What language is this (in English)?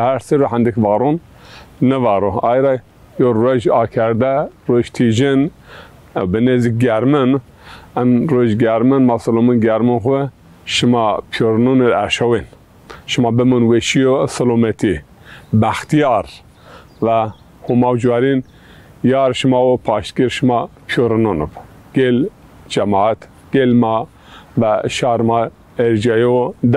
Zaza